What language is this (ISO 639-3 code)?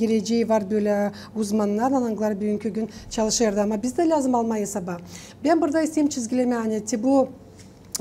gag